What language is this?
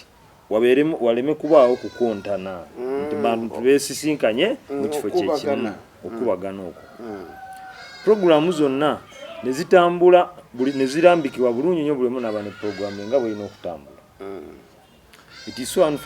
Ganda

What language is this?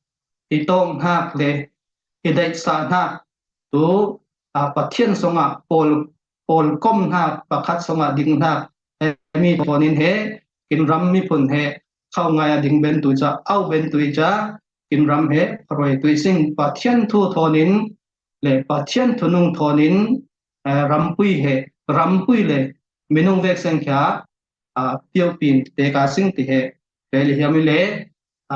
Falam Chin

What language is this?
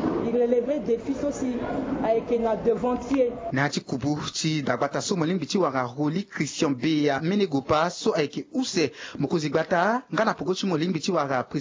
Sango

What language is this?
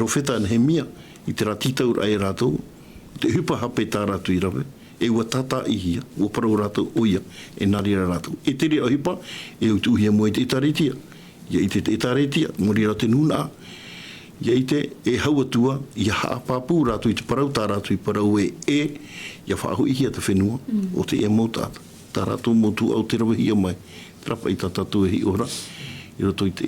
Tahitian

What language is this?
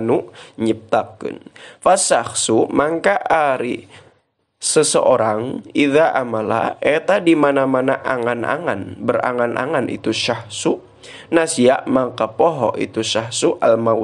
Sundanese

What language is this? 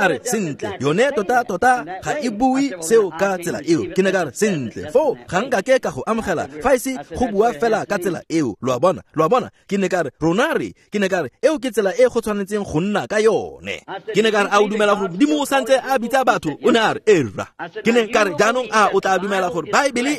Tswana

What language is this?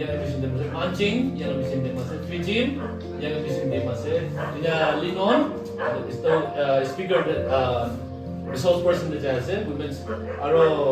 Naga Pidgin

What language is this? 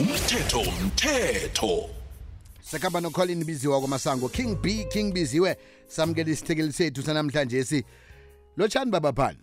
South Ndebele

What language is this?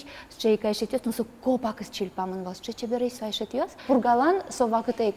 Udmurt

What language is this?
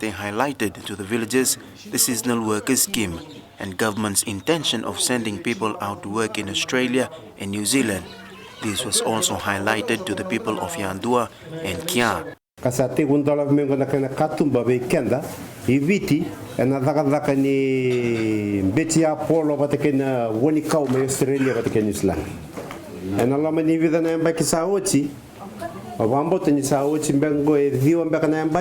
Fijian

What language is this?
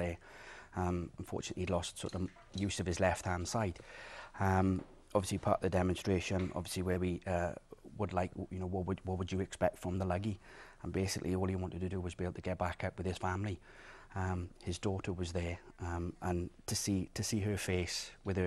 English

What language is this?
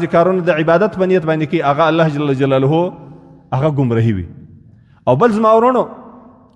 Pashto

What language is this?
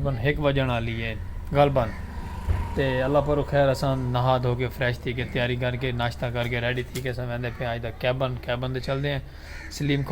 Saraiki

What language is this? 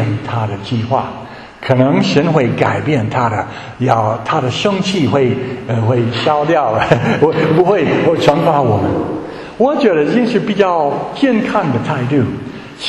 Chinese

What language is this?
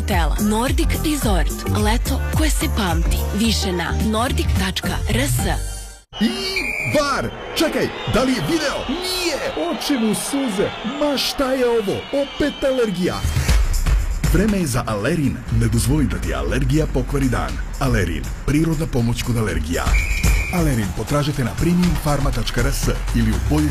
Serbian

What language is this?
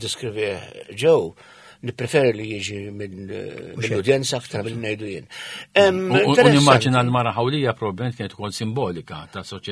Maltese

